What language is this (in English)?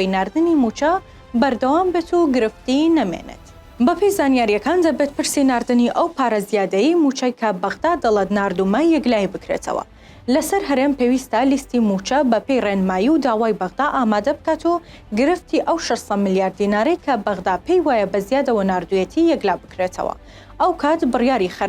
Central Kurdish